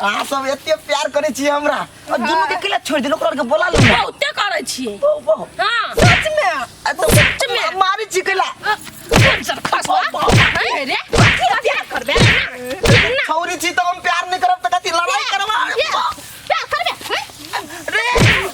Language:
Maithili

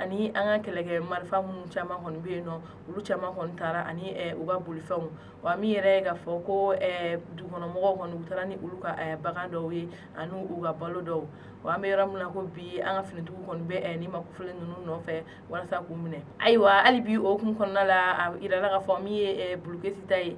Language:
Bambara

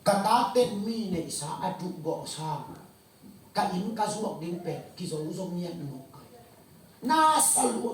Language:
Tedim Chin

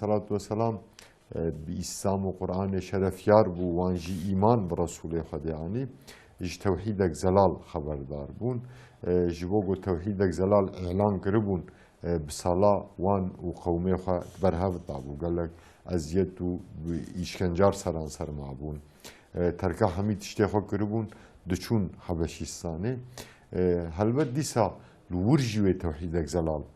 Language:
Kurdish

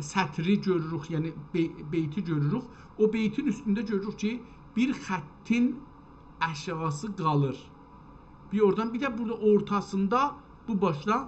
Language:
South Azerbaijani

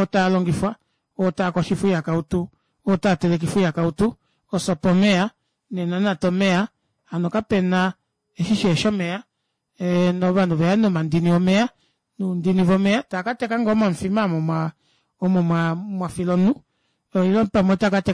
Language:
Kuanyama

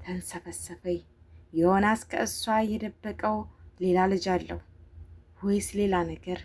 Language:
Amharic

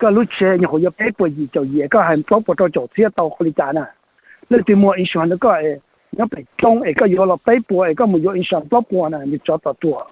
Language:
Hmong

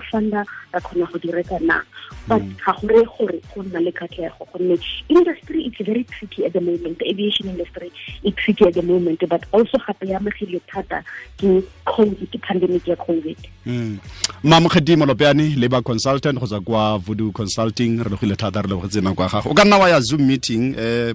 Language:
Tswana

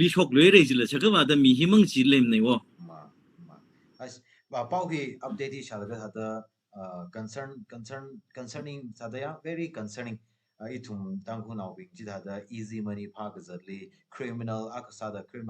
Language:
Tangkhul Naga (India)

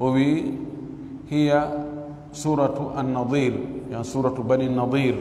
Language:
Fula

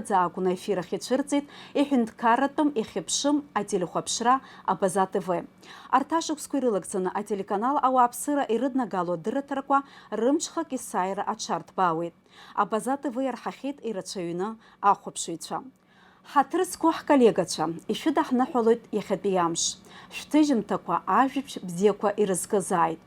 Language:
Abkhazian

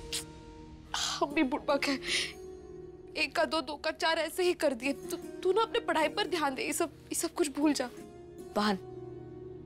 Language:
Hindi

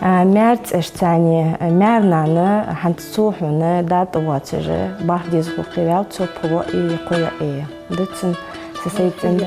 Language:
Ingush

